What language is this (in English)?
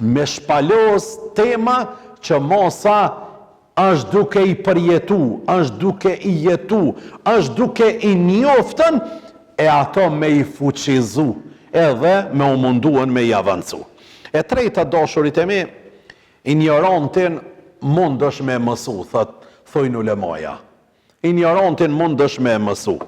Albanian